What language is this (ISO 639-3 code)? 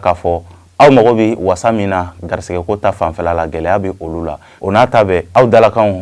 bam